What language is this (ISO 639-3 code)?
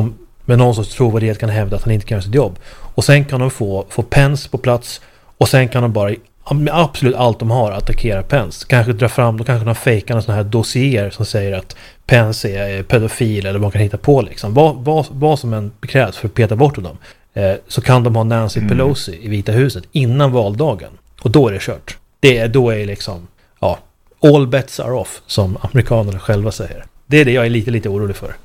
swe